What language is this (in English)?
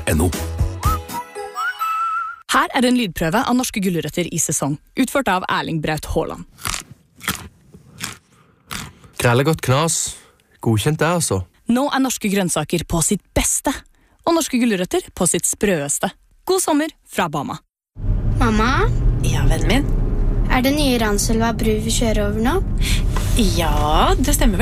Norwegian